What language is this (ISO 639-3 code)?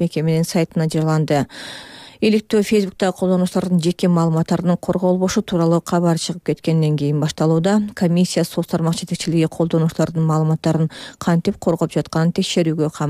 kir